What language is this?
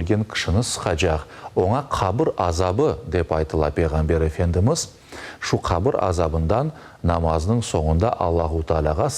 Crimean Tatar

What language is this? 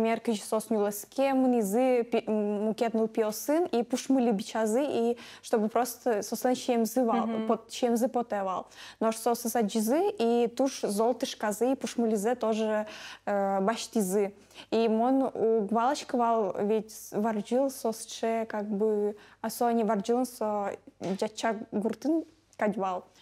Udmurt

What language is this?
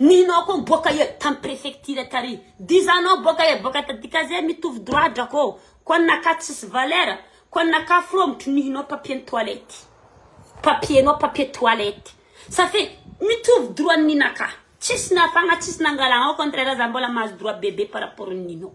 Malagasy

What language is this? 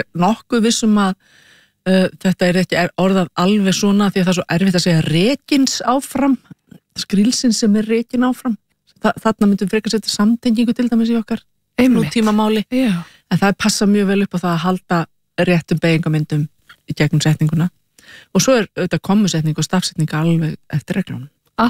Icelandic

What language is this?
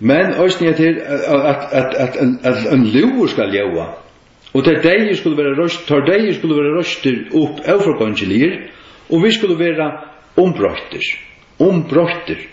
Faroese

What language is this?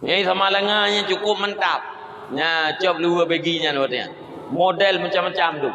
Achinese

